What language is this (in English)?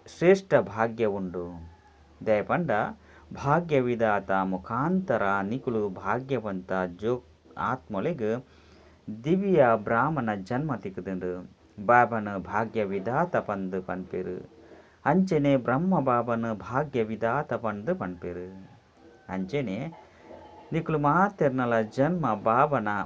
Tulu